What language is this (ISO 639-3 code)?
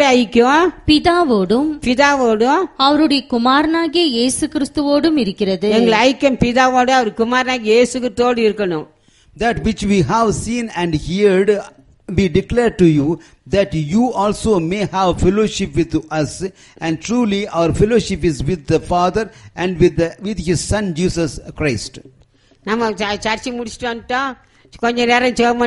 tam